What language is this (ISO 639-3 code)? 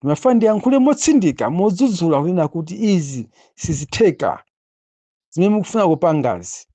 nya